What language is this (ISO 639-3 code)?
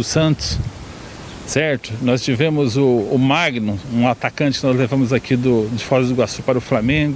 por